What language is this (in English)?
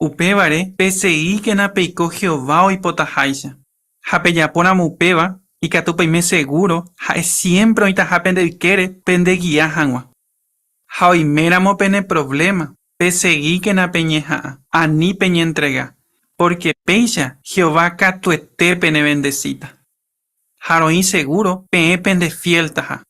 Guarani